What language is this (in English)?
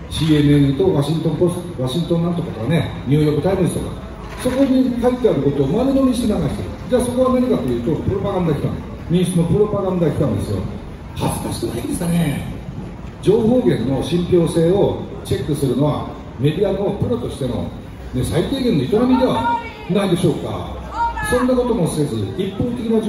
Japanese